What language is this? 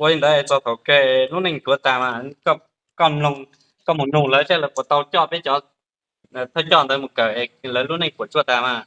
Hmong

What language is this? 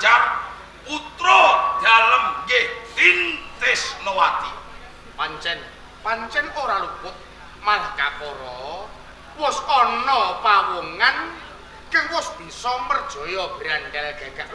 Javanese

